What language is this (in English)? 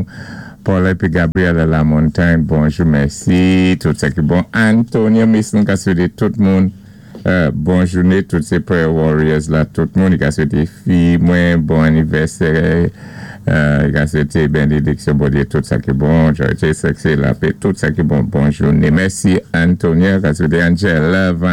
Saint Lucian Creole French